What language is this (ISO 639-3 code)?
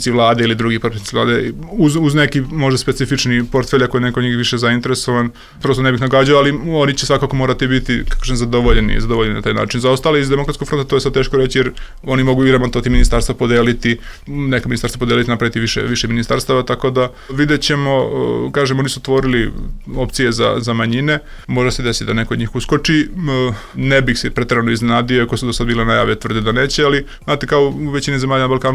srp